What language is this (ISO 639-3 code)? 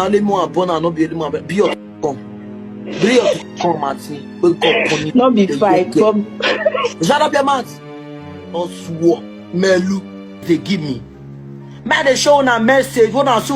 pcm